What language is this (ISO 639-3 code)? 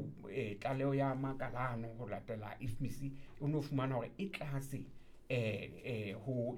sot